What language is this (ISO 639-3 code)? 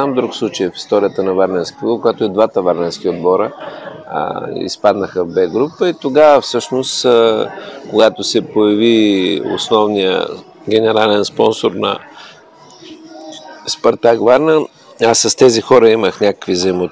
bul